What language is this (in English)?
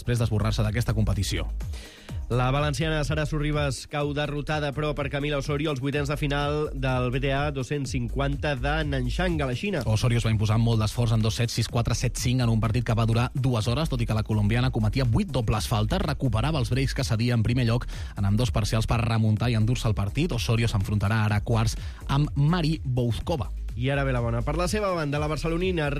Catalan